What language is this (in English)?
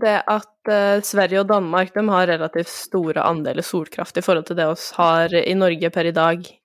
Norwegian